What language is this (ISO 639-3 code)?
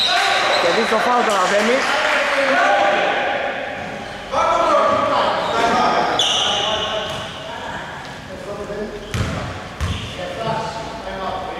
ell